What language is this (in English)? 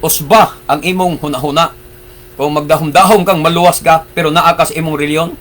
Cebuano